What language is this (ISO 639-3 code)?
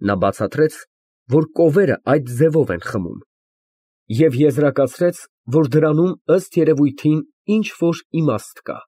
hye